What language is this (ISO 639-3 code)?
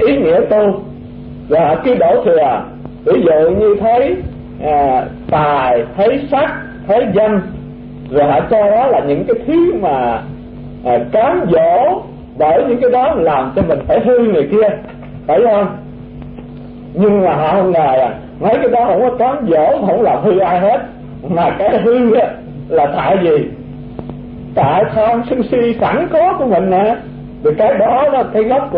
vie